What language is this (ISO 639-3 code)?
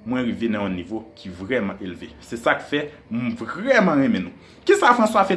hat